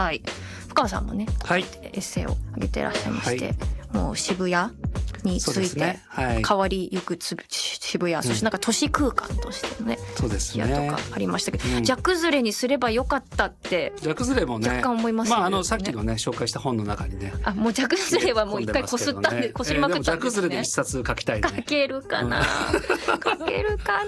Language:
Japanese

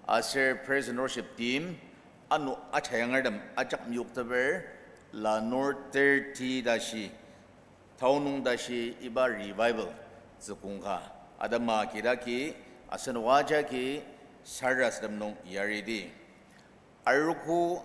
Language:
Ao Naga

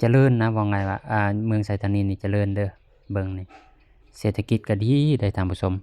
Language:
Lao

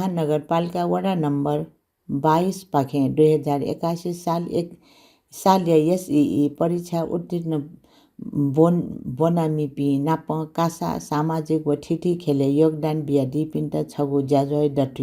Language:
Newari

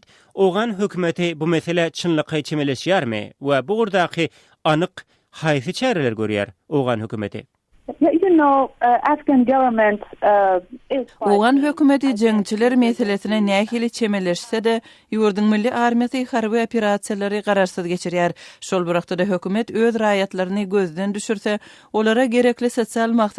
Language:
Turkmen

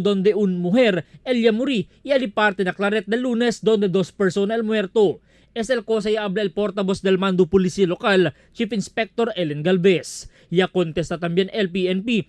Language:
Chavacano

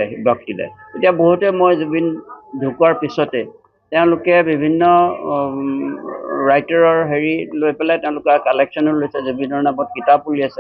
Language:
Assamese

